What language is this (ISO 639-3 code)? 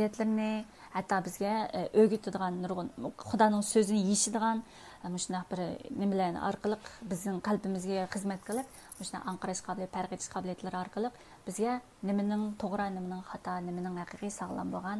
uig